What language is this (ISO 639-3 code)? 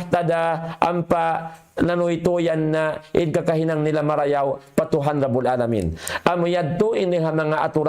tsg